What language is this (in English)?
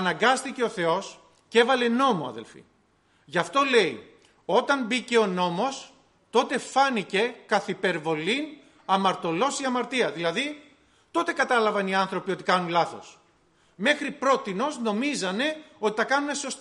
Greek